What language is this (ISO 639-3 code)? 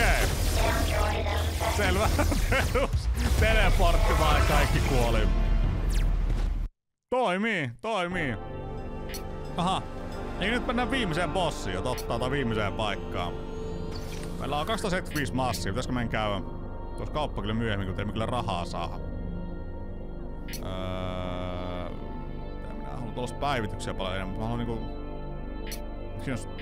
fin